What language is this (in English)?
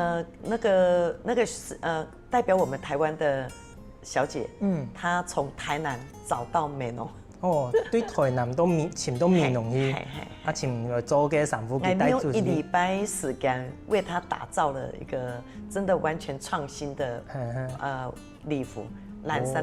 Hakka Chinese